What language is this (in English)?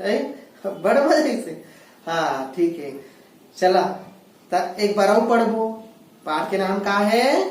Chhattisgarhi